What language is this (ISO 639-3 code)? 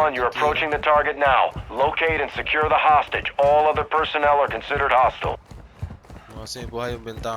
pap